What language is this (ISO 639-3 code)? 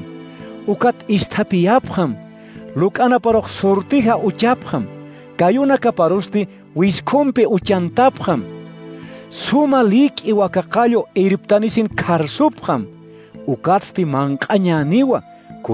aym